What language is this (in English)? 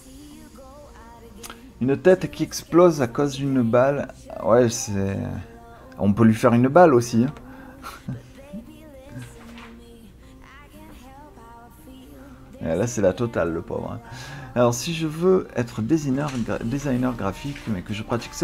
French